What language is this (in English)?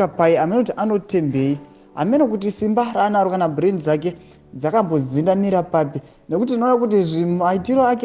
Shona